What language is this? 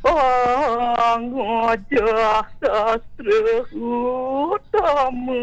Balinese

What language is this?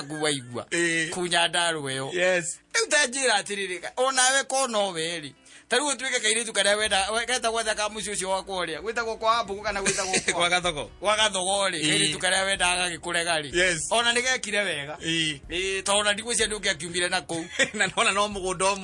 Kikuyu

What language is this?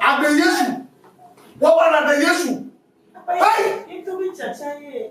Ewe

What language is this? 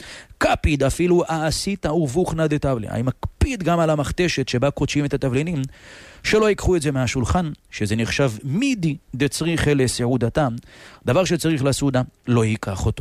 Hebrew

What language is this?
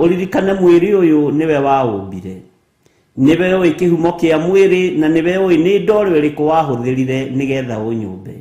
Kikuyu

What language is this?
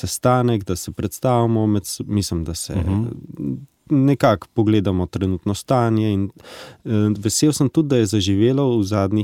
Slovenian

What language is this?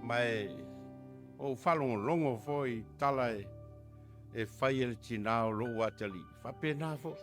Samoan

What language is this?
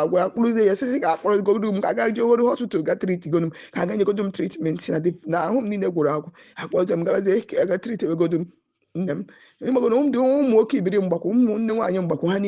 Igbo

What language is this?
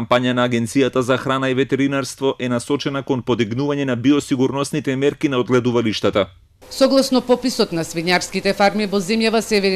Macedonian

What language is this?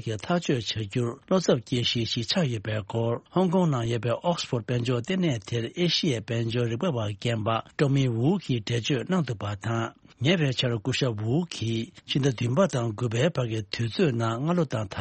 Tibetan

